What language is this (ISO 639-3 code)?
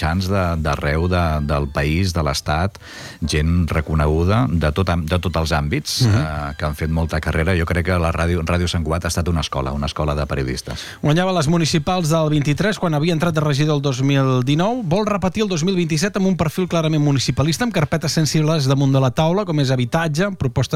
cat